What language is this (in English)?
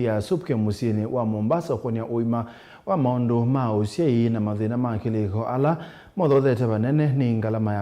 Kamba